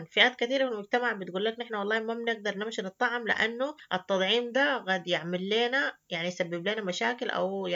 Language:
Sudanese Arabic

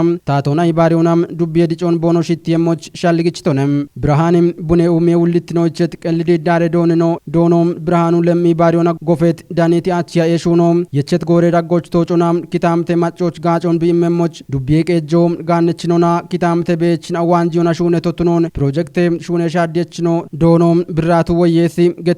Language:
Kafa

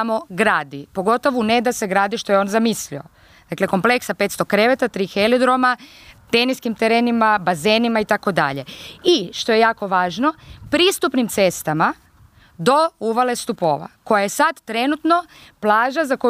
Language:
Croatian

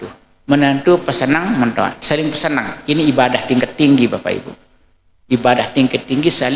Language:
Sasak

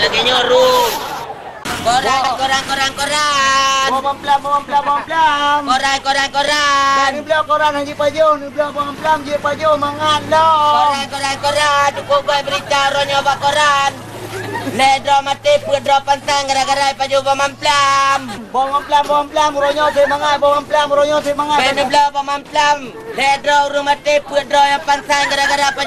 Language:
Achinese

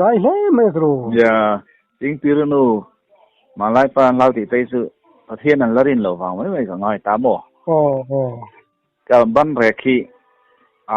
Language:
Mizo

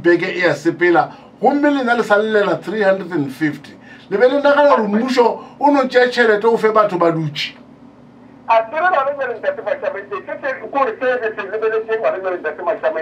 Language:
Northern Sotho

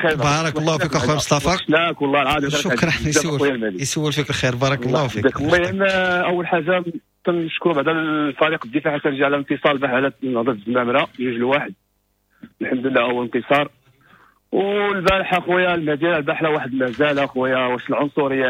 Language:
Moroccan Arabic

